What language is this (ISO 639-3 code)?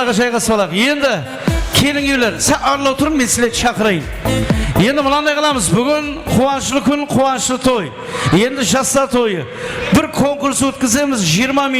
kaa